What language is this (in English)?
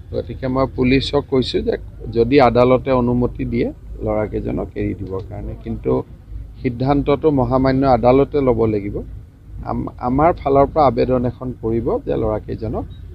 Assamese